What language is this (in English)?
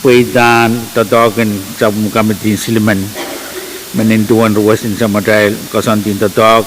Pohnpeian